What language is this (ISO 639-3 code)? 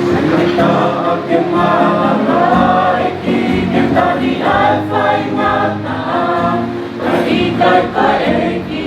ton